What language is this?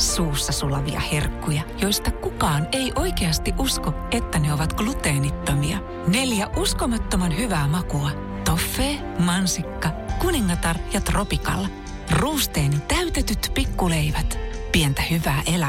Finnish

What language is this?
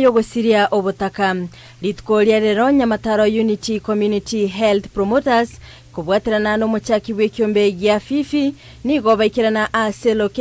Gusii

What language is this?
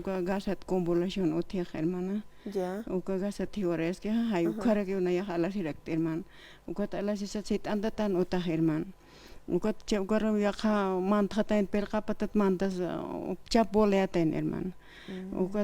Aymara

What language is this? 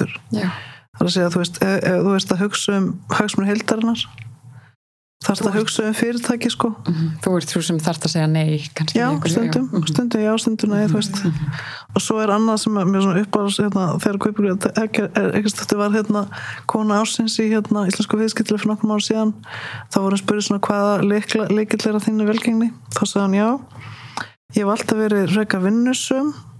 Icelandic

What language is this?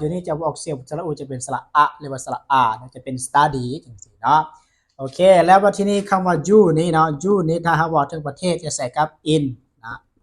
Lao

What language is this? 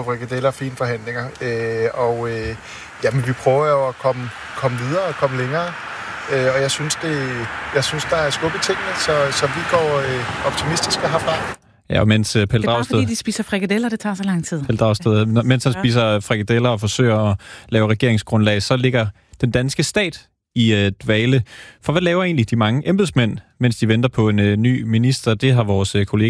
Danish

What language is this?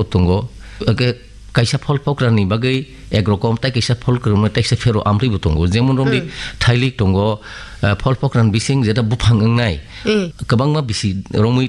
Kok Borok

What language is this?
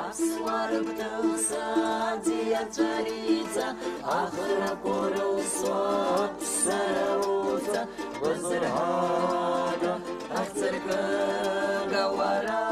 Abkhazian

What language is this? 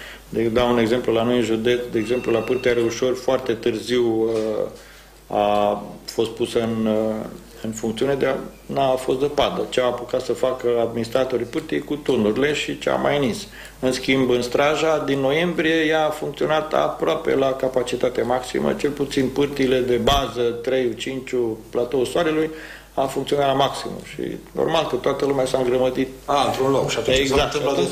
Romanian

